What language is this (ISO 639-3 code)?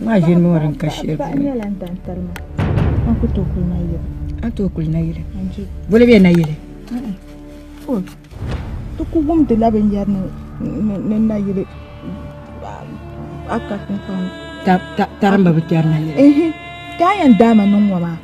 dag